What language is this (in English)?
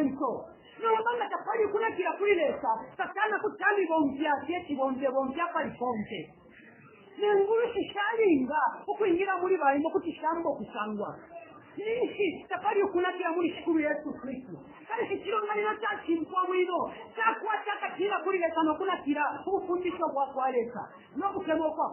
Bemba